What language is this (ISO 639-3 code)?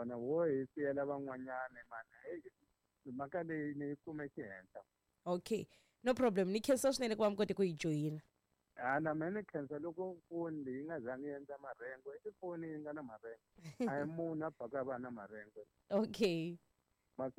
tso